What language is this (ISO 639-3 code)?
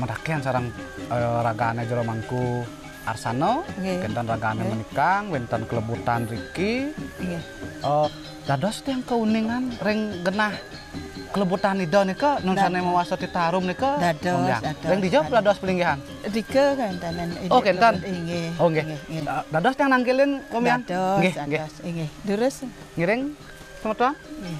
ban